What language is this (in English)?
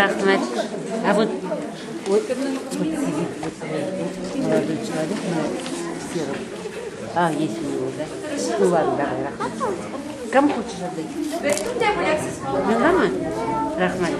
Tatar